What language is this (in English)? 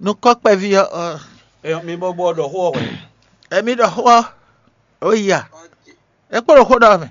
Fon